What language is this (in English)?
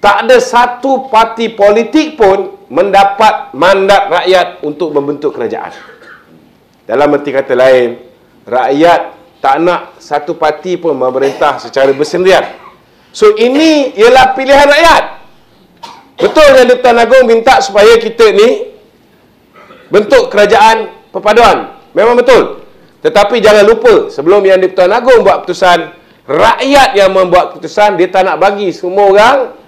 Malay